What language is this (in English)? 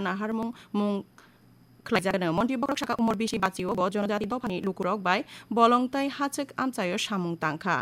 Kok Borok